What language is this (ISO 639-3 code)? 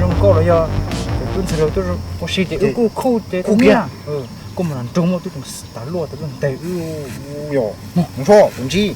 hmn